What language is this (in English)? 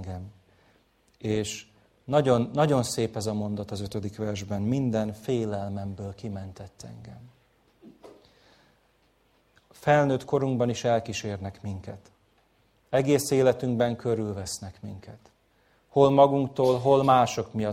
Hungarian